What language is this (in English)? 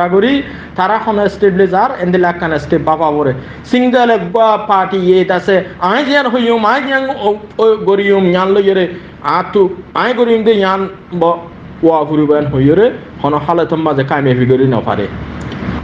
Rohingya